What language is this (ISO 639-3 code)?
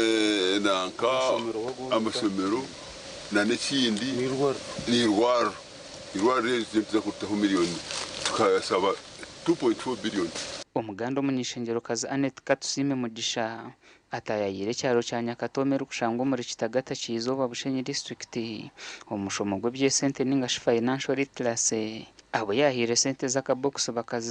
nyn